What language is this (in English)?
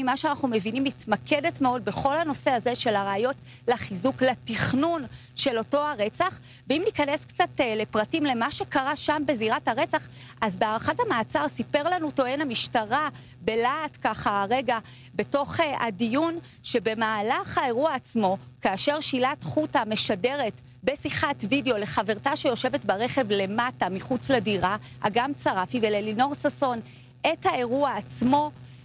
Hebrew